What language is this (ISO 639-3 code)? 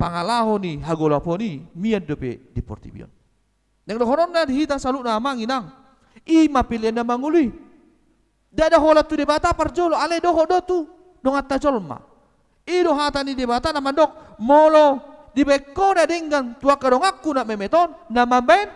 bbc